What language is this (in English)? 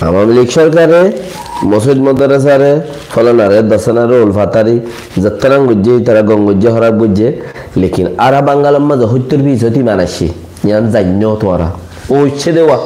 Rohingya